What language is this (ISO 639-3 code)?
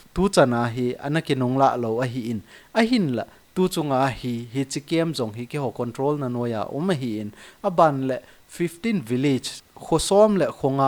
tcz